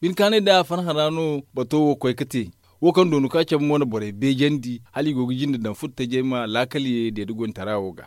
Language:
Zarma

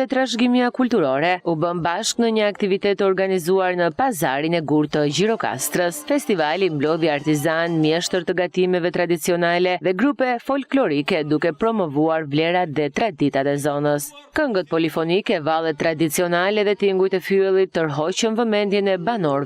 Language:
Albanian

